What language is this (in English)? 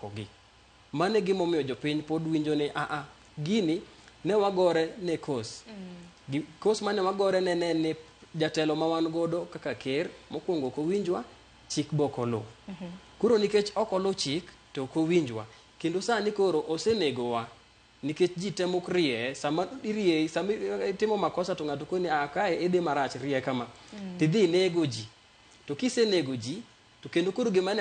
Luo (Kenya and Tanzania)